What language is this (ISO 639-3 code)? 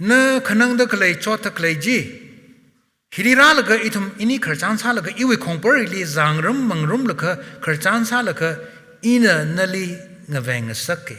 nmf